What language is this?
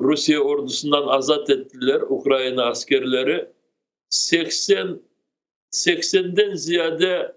Crimean Tatar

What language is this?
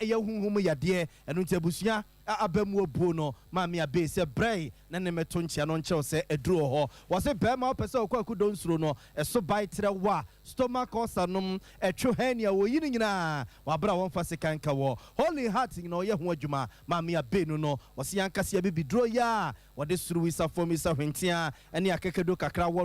Akan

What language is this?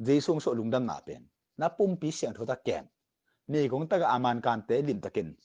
Tedim Chin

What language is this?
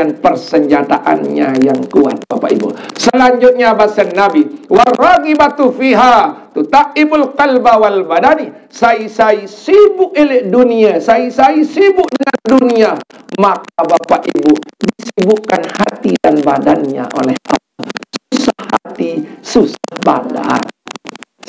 Sasak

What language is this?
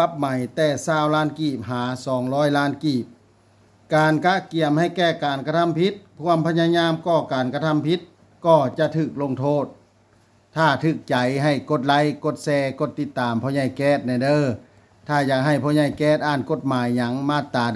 Lao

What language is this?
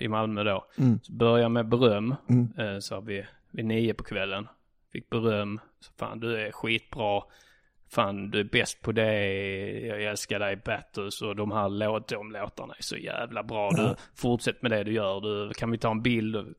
Swedish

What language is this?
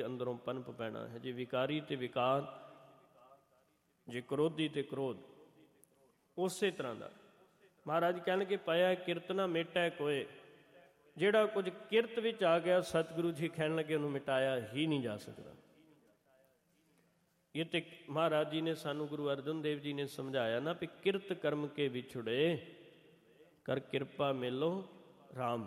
Punjabi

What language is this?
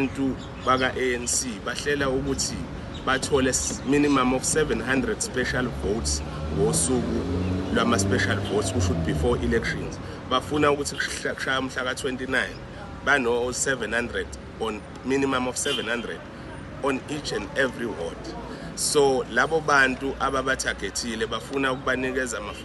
Zulu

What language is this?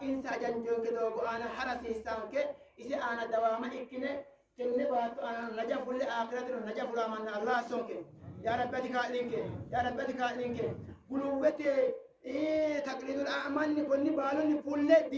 Sidamo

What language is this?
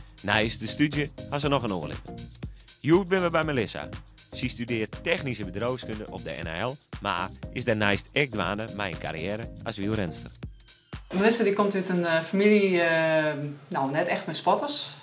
Western Frisian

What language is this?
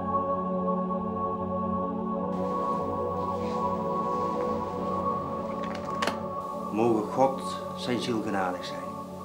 Dutch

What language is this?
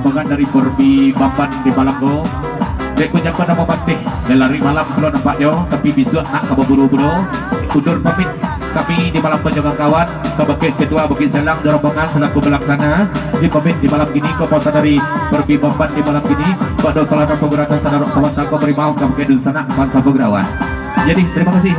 Minangkabau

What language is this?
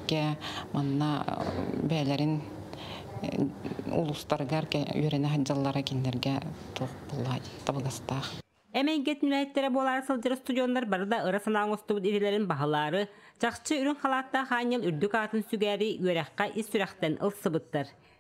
Yakut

